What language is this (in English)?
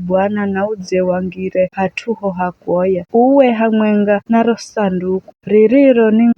Giryama